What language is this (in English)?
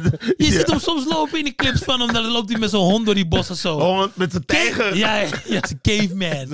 Dutch